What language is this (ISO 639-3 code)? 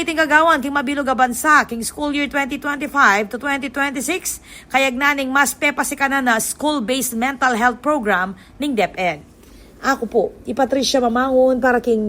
pam